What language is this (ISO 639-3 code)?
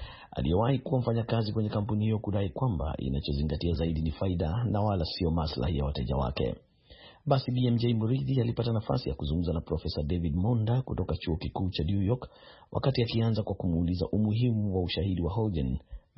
swa